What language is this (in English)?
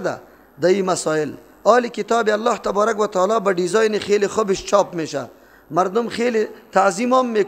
Persian